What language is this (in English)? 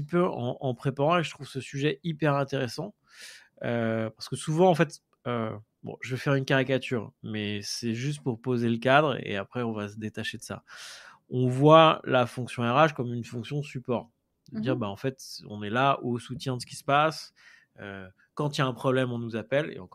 French